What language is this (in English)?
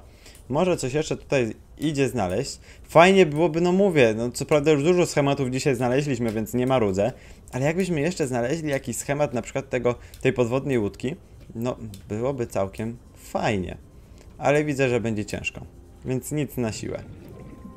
Polish